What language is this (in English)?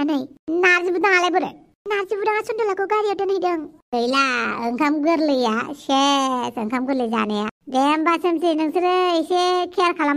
Bodo